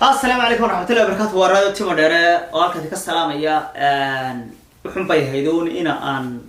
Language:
Somali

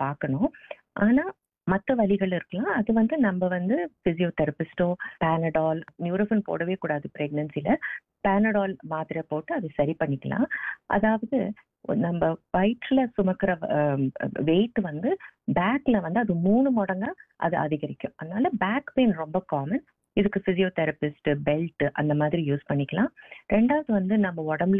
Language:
Tamil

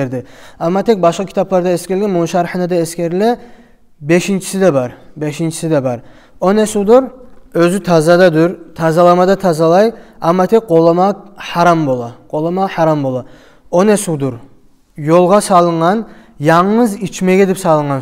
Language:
Kumyk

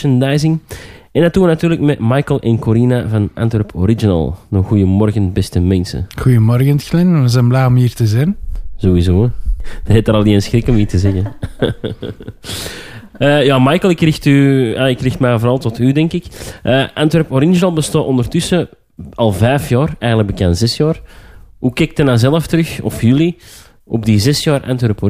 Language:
Dutch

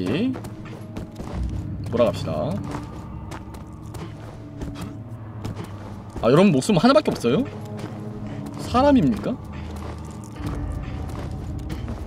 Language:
Korean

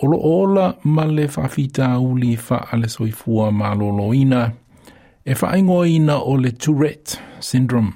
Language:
Samoan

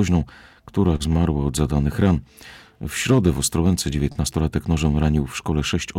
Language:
Polish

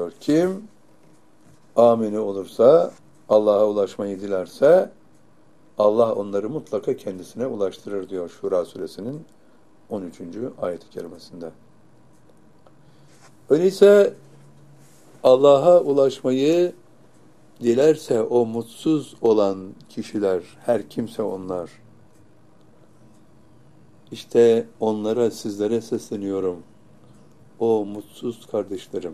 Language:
Turkish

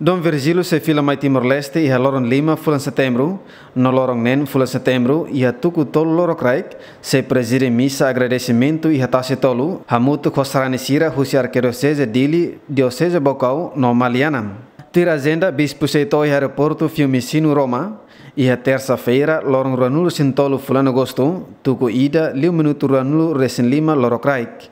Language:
Tetum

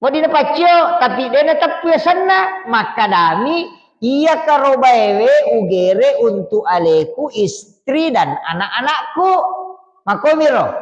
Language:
Buginese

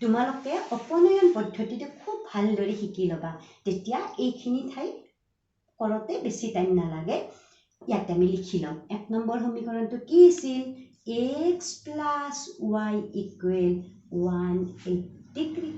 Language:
Assamese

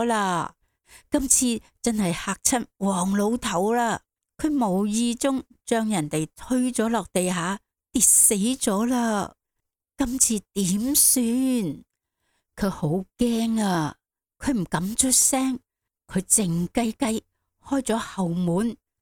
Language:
Cantonese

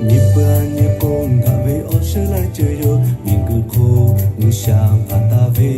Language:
Lahu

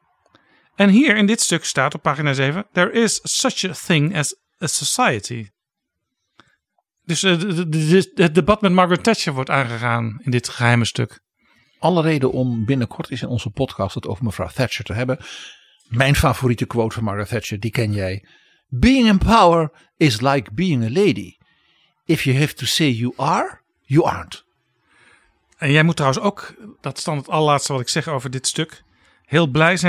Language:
Dutch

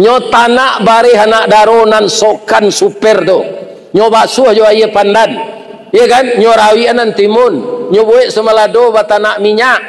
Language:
Minangkabau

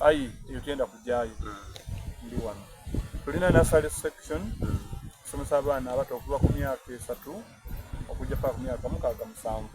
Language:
Soga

